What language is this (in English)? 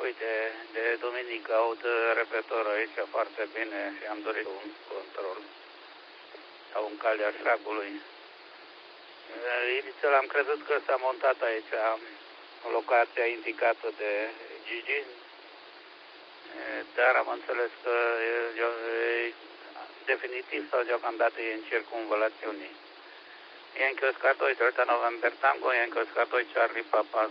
Romanian